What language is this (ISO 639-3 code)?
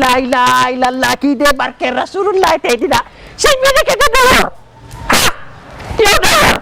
wol